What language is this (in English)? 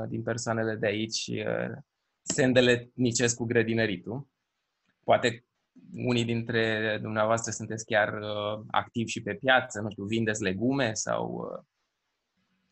Romanian